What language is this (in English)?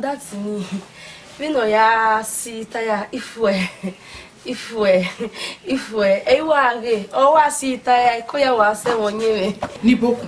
Bini